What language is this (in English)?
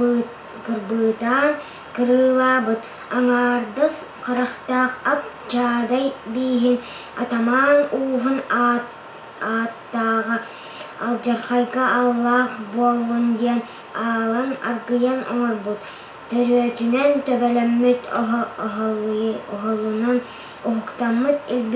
Yakut